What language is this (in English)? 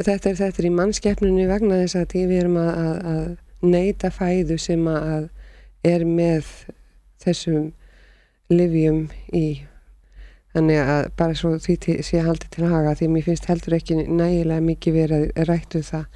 Icelandic